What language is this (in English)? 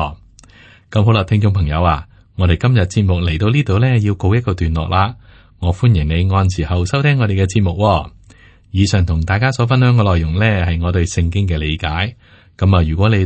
Cantonese